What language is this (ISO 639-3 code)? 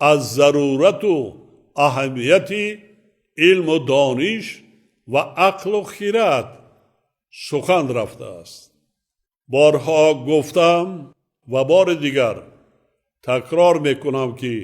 tgk